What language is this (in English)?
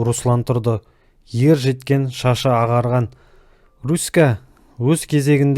Kazakh